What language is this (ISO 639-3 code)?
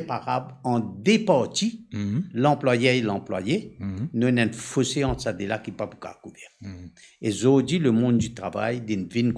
mfe